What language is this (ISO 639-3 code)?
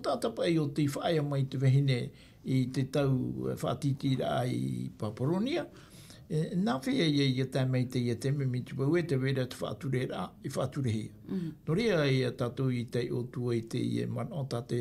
tah